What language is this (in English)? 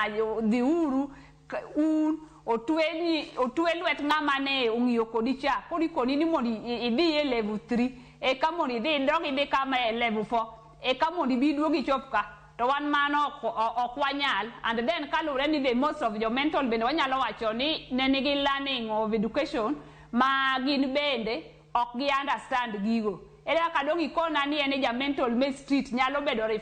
Luo (Kenya and Tanzania)